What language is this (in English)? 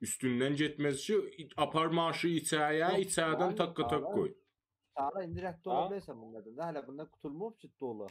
South Azerbaijani